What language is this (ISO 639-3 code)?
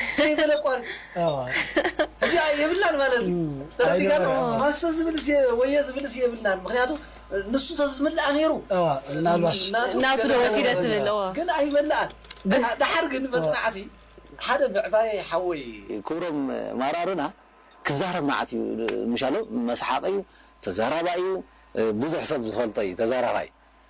tir